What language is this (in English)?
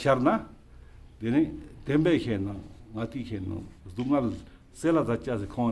Ladakhi